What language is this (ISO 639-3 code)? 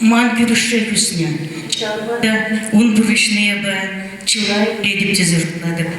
chv